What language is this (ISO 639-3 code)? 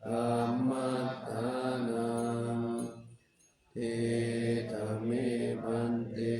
pli